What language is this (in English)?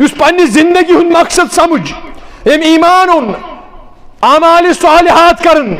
Kashmiri